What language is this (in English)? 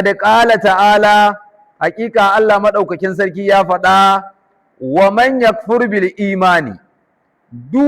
Hausa